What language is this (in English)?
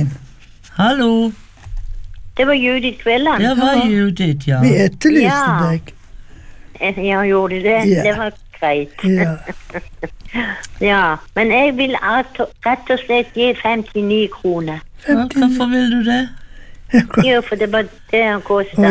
Norwegian